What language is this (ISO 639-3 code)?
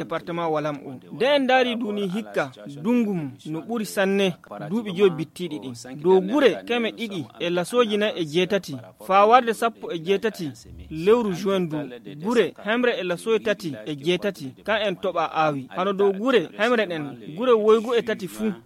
ful